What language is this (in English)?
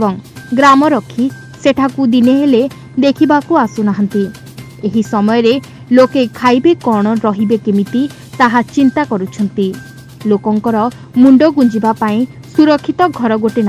Odia